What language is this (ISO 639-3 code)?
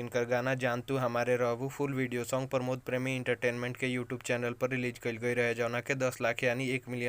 bho